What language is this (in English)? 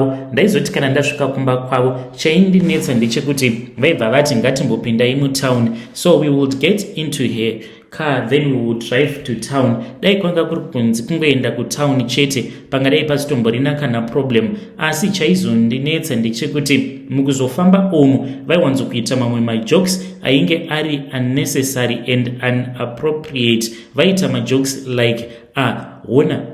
Shona